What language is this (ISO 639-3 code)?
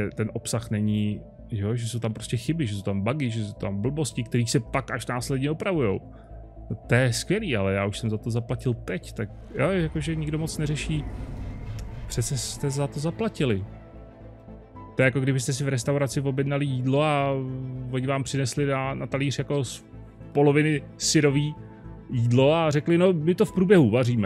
ces